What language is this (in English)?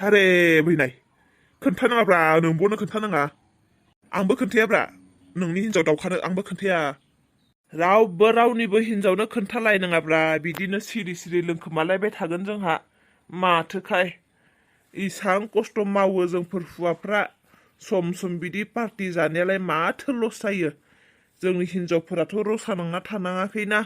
Bodo